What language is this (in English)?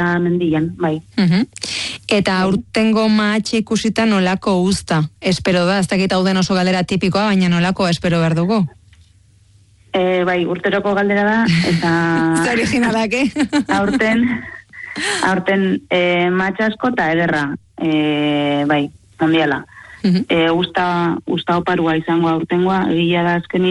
Basque